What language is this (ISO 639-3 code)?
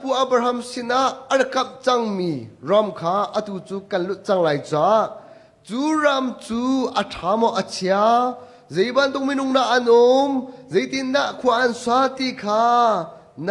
cnh